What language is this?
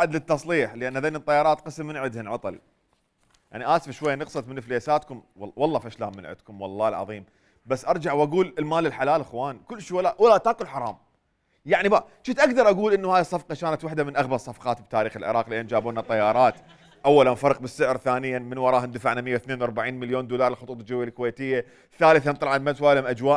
Mesopotamian Arabic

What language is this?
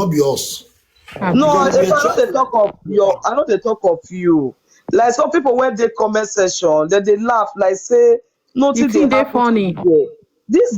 Nigerian Pidgin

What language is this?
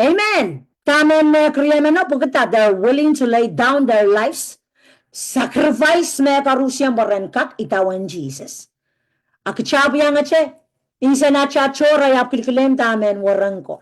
Pohnpeian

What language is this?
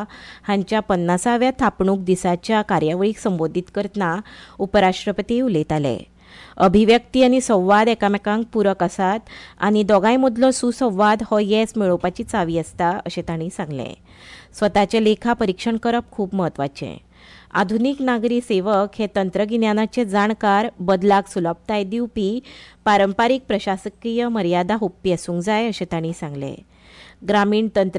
Konkani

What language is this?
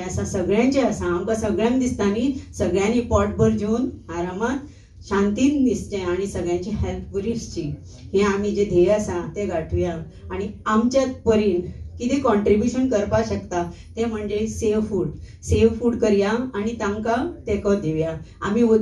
Konkani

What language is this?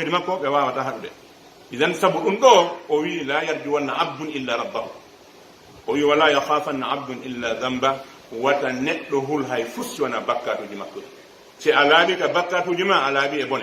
Pular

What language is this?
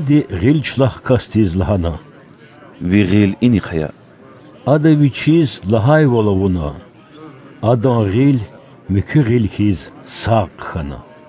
Lezghian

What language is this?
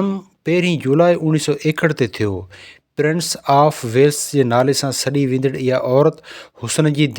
Sindhi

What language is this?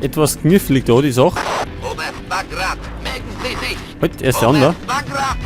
Bavarian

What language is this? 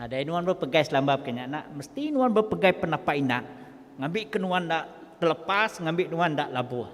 Iban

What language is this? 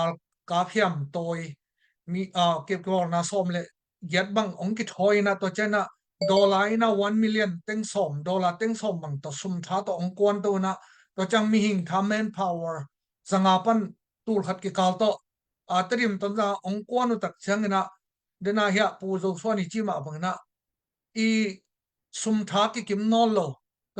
Tedim Chin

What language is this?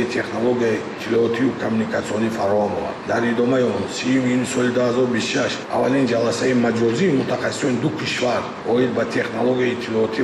Tajik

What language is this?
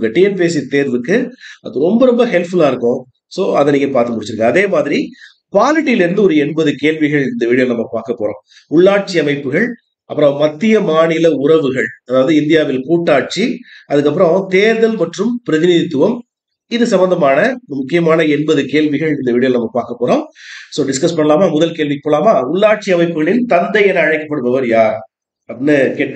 Tamil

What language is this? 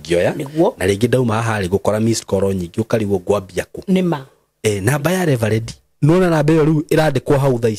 Kikuyu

